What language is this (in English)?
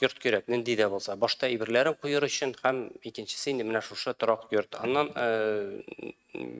Tatar